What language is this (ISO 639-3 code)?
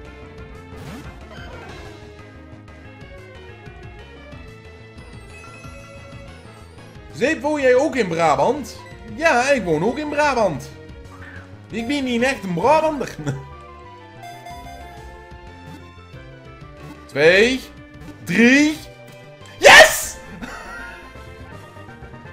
nld